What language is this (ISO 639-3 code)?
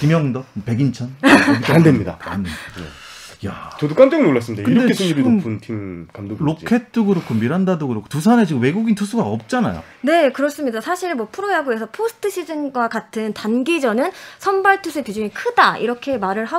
kor